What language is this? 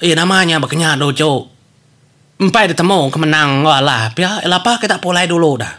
Iban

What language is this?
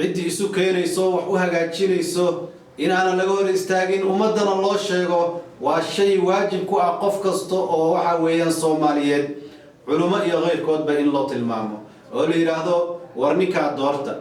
Somali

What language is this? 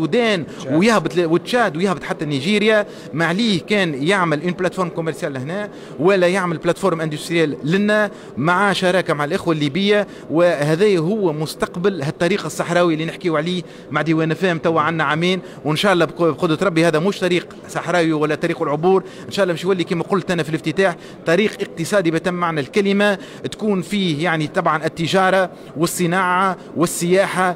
Tunisian Arabic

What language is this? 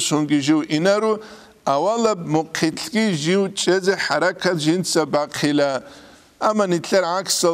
Avaric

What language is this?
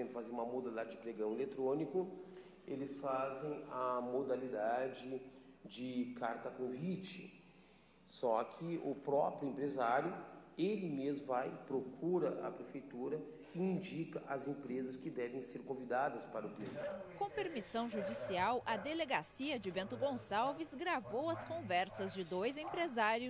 Portuguese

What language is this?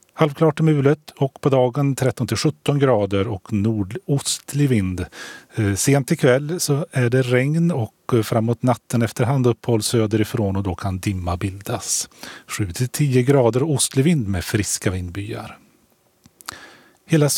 Swedish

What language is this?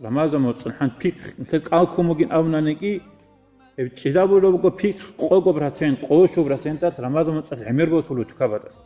Avaric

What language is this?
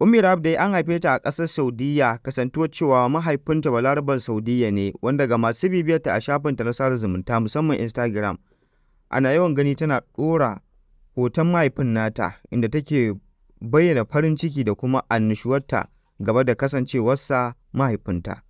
Hausa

